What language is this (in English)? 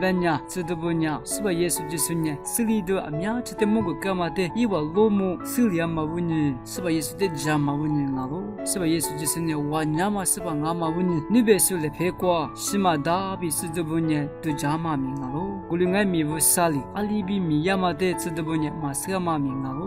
Lisu